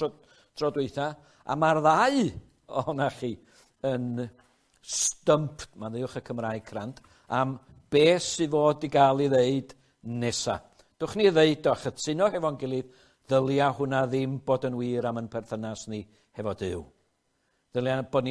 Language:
Welsh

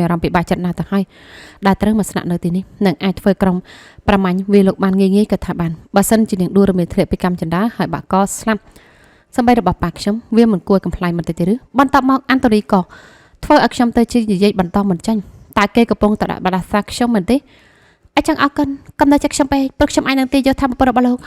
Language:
Khmer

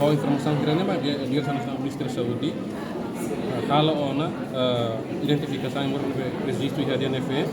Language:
Tetum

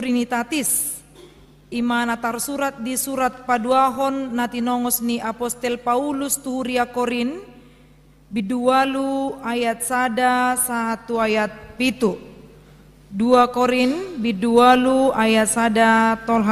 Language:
Batak Toba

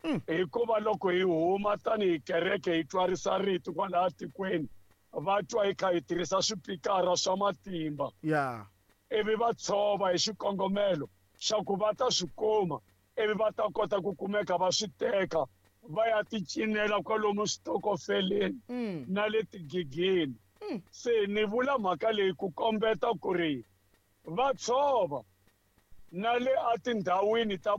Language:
Tsonga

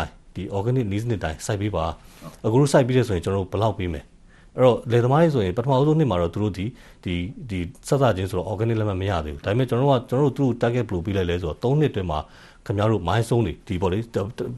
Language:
Burmese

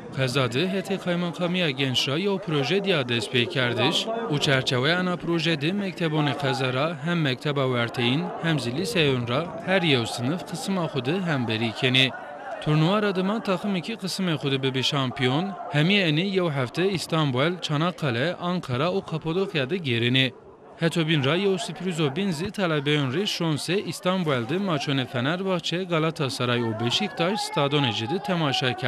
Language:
Zaza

